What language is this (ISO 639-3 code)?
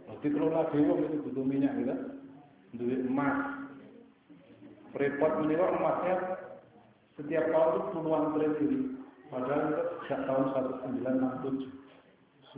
ind